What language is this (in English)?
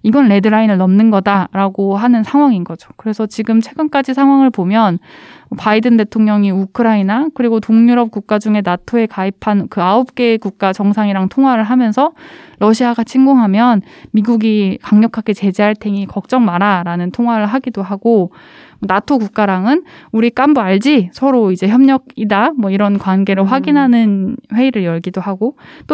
Korean